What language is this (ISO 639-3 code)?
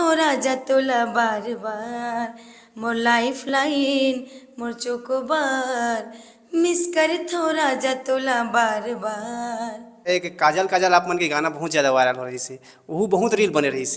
hne